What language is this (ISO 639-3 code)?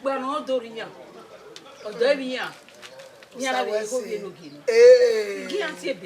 bin